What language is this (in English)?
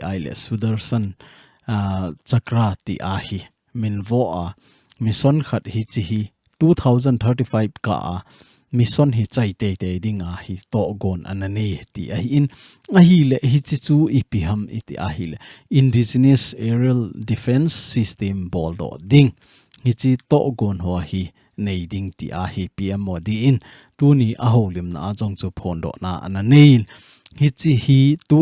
Thado Chin